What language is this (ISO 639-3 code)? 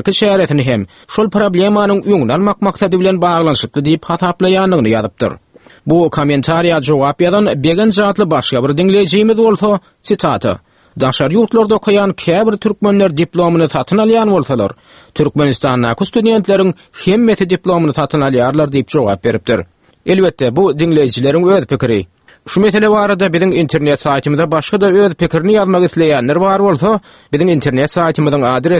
tuk